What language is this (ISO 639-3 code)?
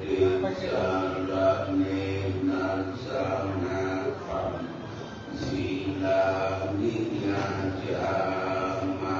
pli